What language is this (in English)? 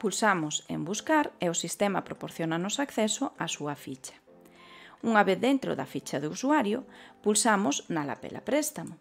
Galician